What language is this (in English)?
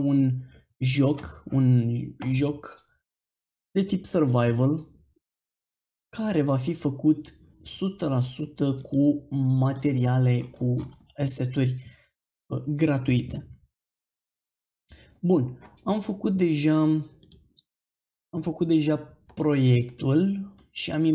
Romanian